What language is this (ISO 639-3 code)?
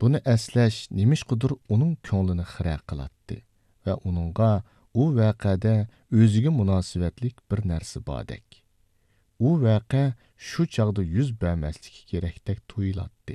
uig